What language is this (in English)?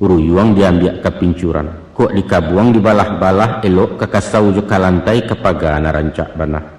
Minangkabau